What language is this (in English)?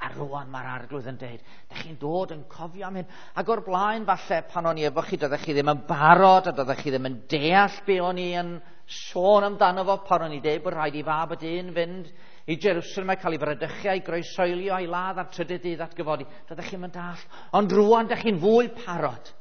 Welsh